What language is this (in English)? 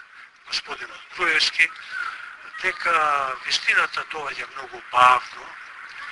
Macedonian